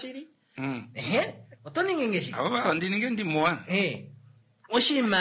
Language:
Kuanyama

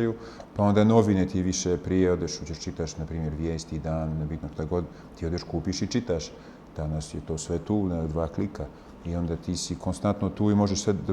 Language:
Bosnian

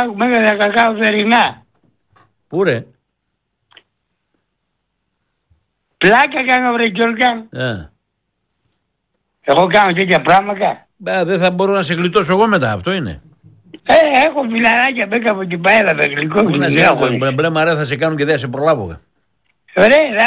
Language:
Greek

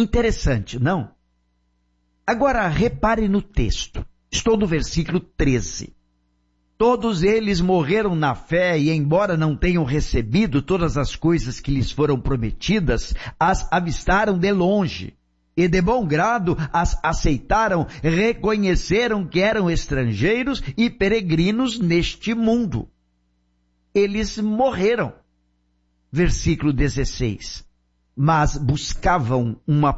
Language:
Portuguese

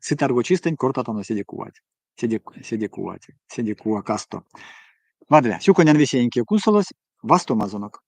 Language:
Erzya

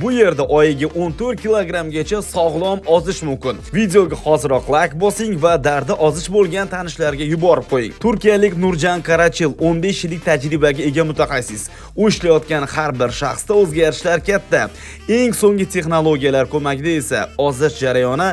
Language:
Uzbek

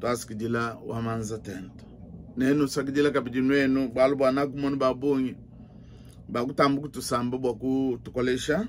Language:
Luba-Lulua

